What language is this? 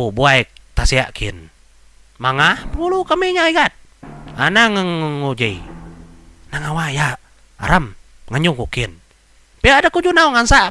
Iban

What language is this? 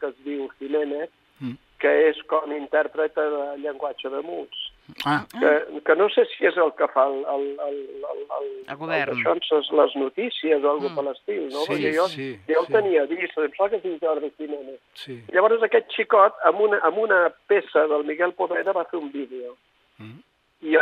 Catalan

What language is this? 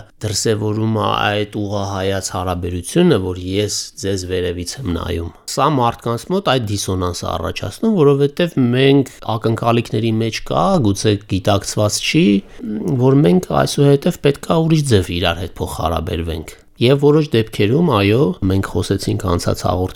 Armenian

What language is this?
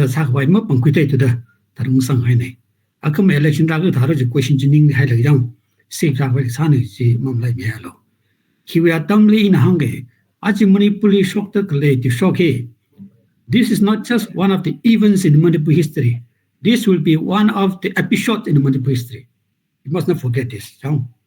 Tangkhul Naga (India)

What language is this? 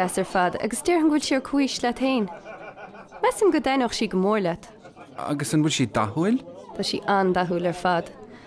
Irish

